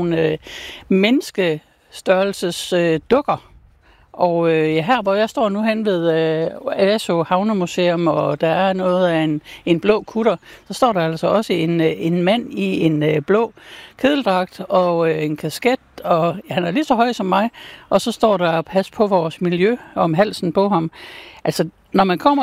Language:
Danish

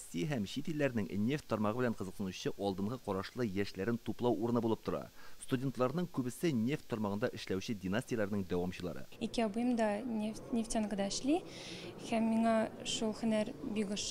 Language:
Tatar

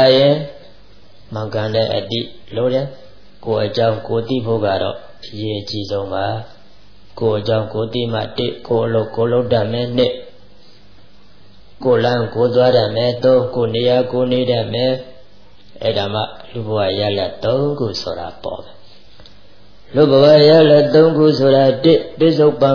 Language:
Burmese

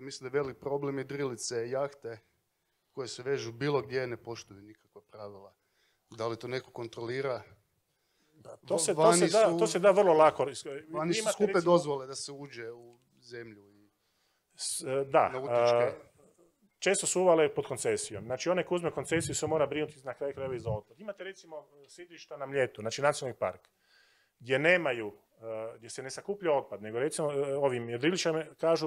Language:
Croatian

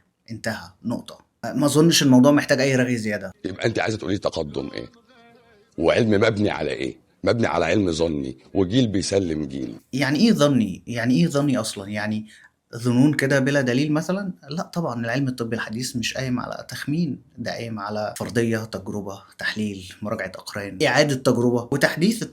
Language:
Egyptian Arabic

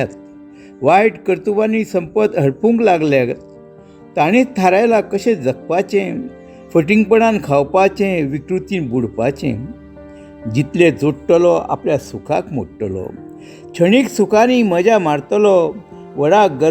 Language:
Konkani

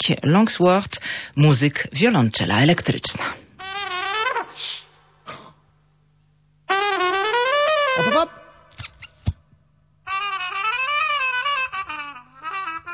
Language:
Polish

